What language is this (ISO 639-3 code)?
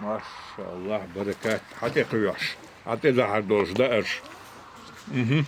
che